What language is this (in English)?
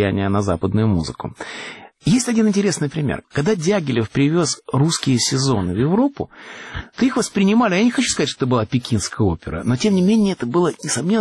Russian